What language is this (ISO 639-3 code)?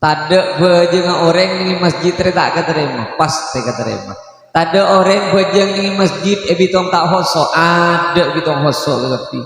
mad